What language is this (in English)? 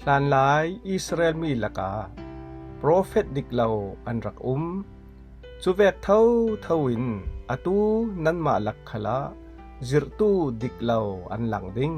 Falam Chin